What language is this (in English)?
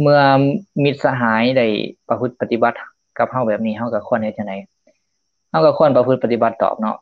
Lao